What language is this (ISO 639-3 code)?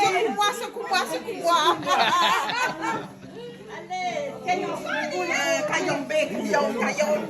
rcf